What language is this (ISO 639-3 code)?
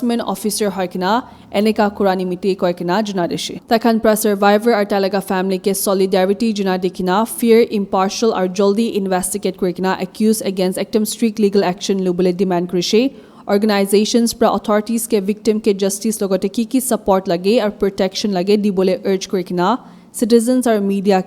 nag